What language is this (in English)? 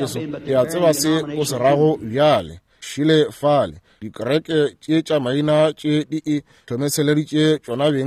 Northern Sotho